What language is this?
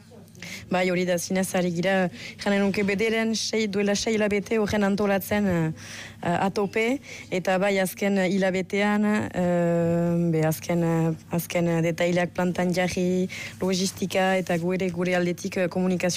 Basque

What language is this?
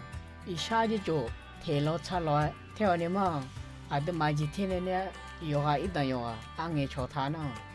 Akha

